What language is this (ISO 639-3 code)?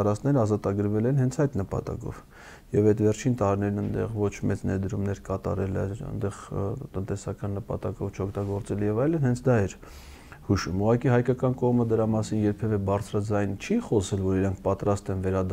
hye